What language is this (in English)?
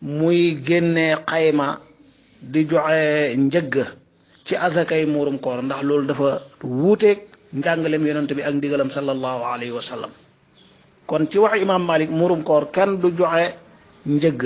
Wolof